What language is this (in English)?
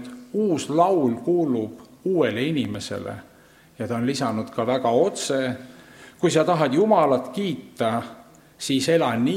Estonian